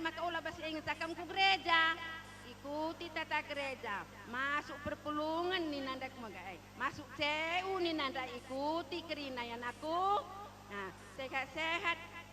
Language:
Batak Karo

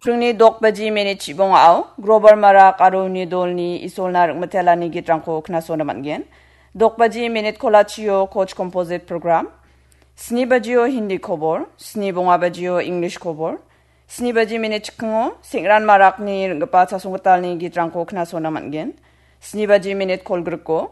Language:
Garo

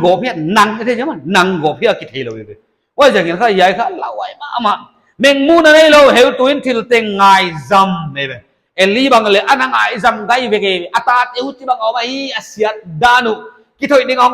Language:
Paite Chin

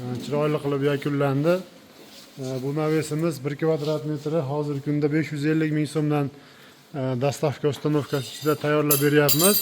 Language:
Uzbek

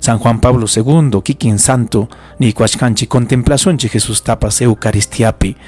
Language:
Ayacucho Quechua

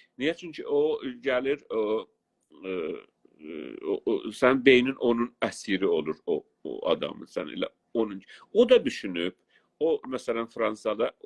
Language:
South Azerbaijani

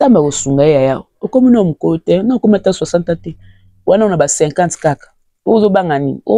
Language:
Lingala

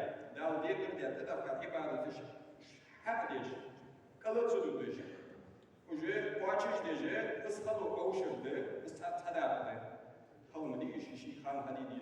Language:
Ingush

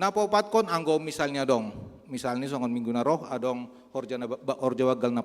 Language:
Batak Simalungun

